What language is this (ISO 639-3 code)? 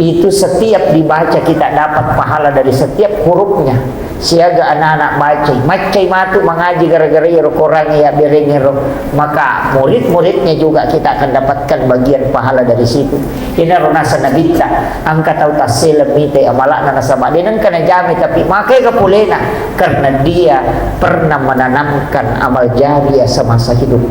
bug